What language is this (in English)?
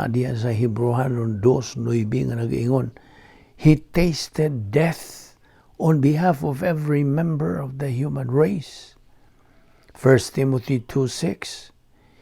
Cebuano